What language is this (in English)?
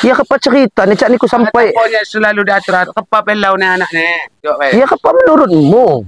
Lampung Api